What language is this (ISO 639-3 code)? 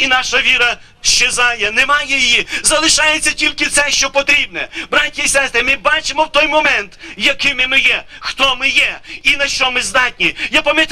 ukr